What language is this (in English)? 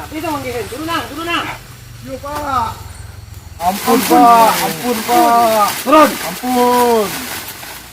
Minangkabau